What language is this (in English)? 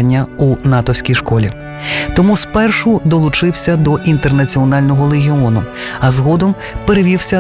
Ukrainian